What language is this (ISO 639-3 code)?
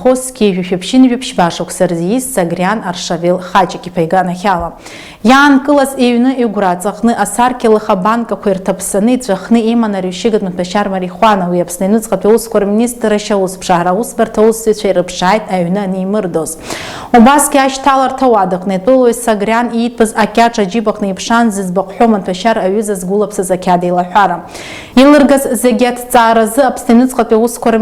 abk